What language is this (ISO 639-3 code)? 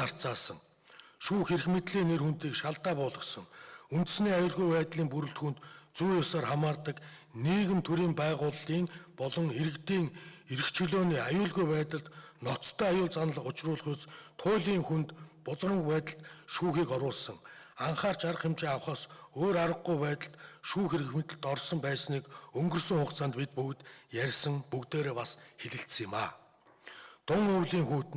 mon